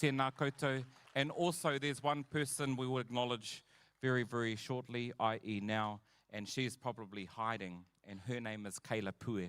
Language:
Māori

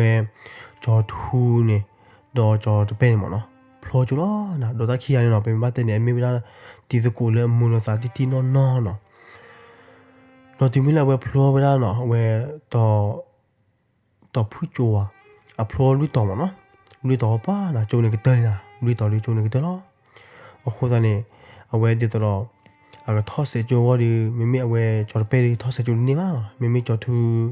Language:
S'gaw Karen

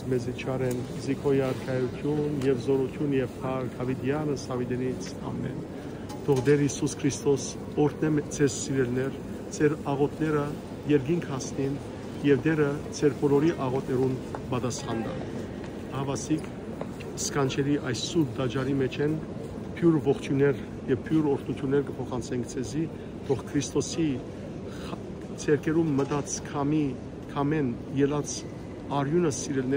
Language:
Western Armenian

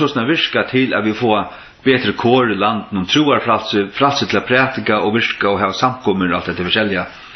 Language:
Faroese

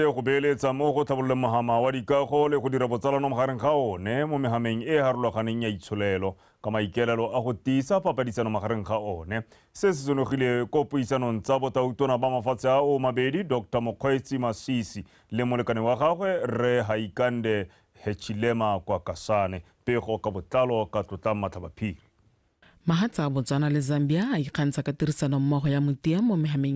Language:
Tswana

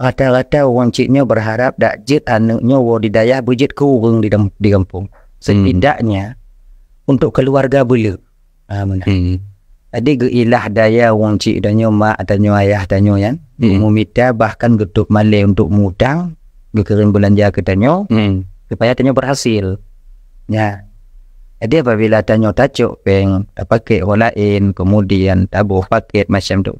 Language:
Achinese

